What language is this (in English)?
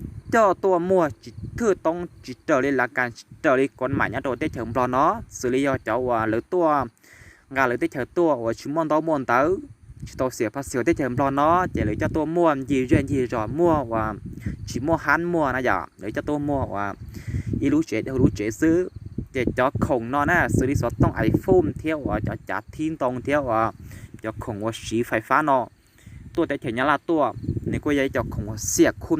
Hmong